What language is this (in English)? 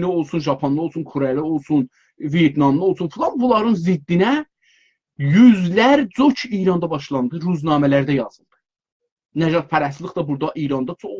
South Azerbaijani